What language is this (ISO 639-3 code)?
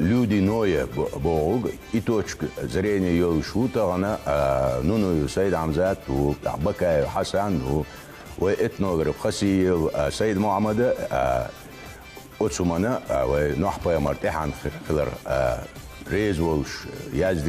che